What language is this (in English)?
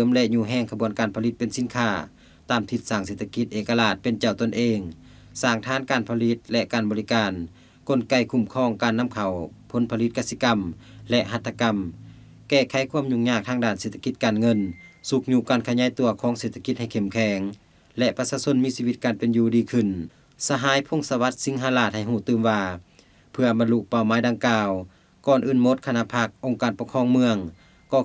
Lao